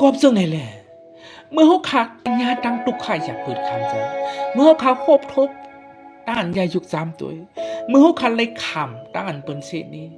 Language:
Shan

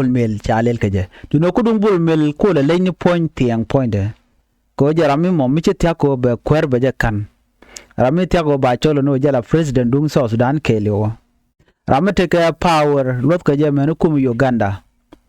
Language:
Nuer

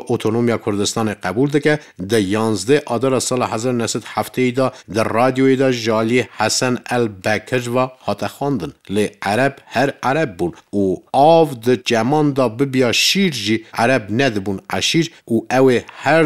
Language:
Kurdish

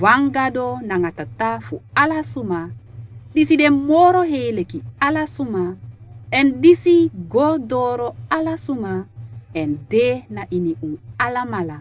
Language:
Sranan Tongo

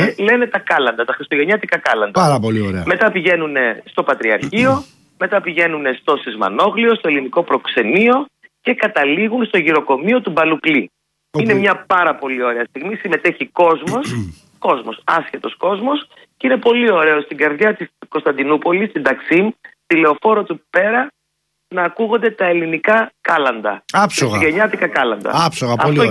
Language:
Greek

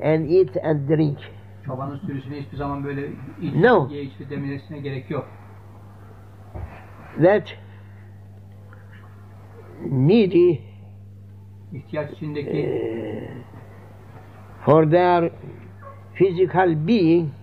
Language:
Turkish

